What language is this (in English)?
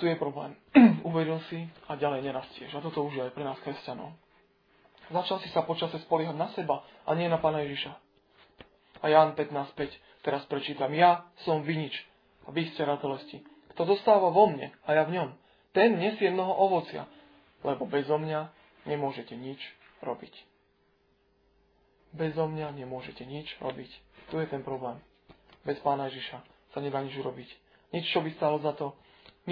Slovak